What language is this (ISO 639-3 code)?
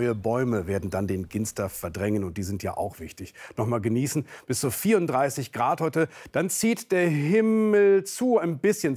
deu